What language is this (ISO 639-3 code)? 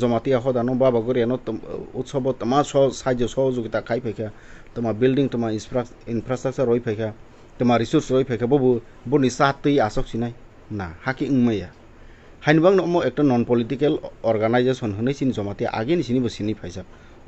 trp